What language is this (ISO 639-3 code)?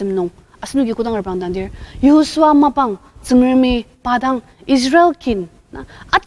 njo